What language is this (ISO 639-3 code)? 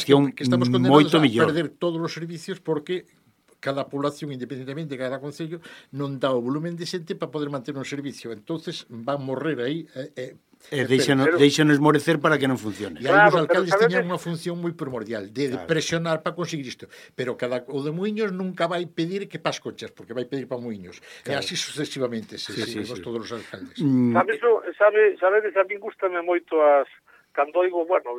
glg